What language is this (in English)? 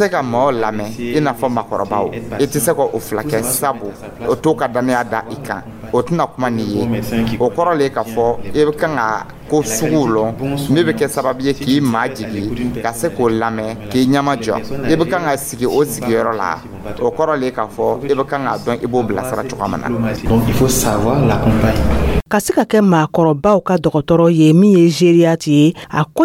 Dyula